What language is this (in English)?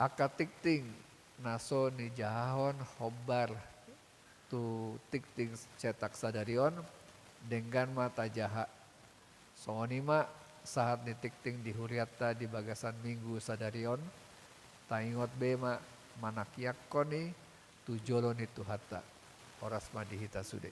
Batak Toba